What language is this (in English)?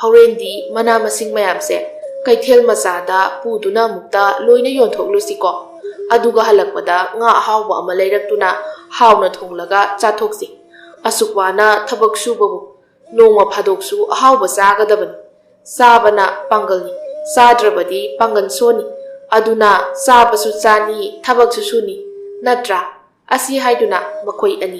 Manipuri